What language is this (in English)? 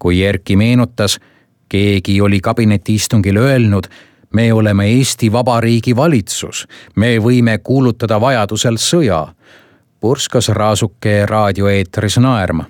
Estonian